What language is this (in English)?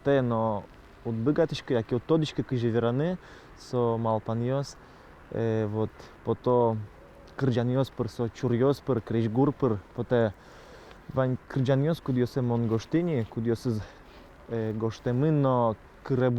Udmurt